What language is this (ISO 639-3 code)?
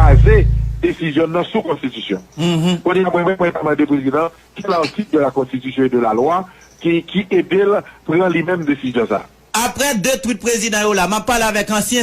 hat